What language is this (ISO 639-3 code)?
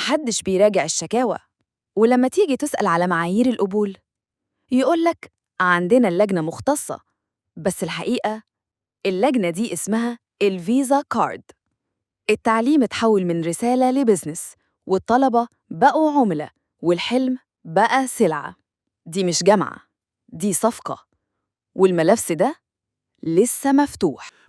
arz